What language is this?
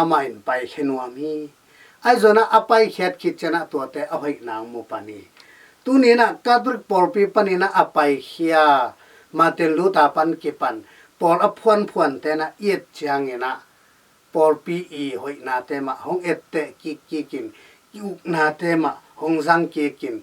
Tedim Chin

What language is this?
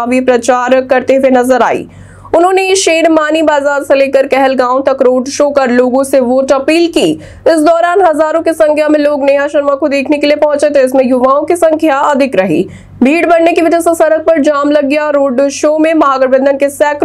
Hindi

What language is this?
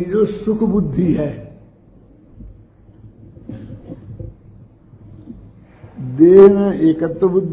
Hindi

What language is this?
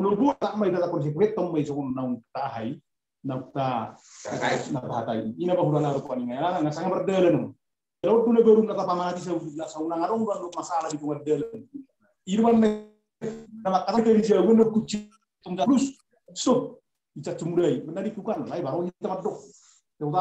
Batak Toba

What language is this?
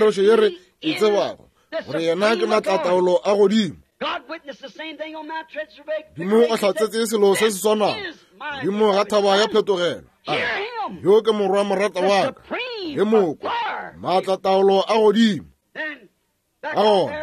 Northern Sotho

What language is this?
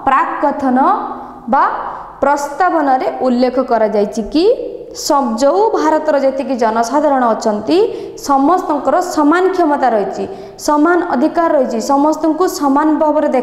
Odia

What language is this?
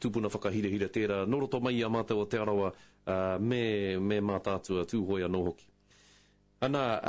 Māori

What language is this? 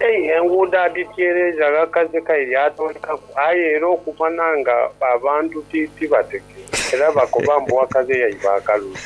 Soga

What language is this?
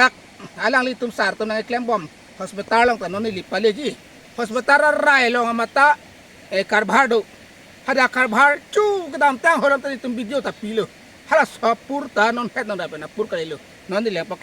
Karbi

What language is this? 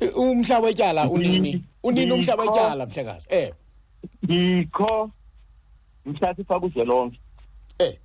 Xhosa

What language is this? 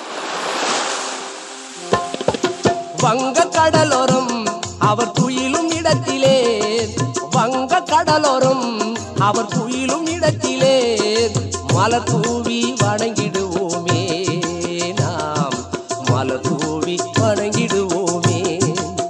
Tamil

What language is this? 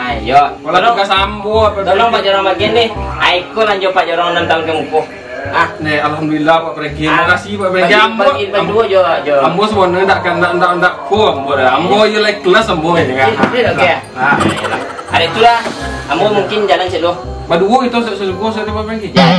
Minangkabau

